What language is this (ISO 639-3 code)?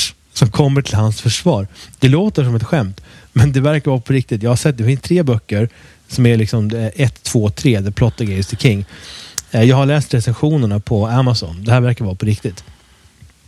swe